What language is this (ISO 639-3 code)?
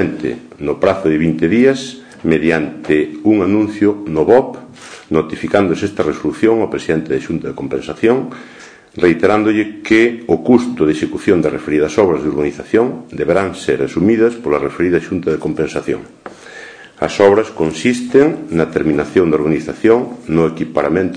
glg